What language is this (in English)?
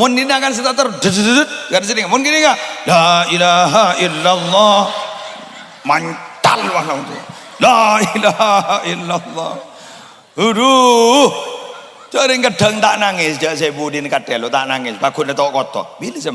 Madurese